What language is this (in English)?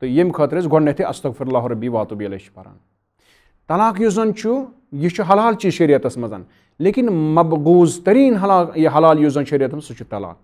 Kashmiri